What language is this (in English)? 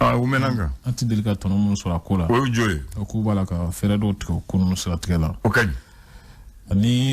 Bambara